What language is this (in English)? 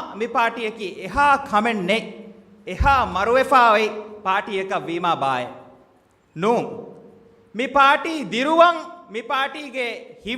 Divehi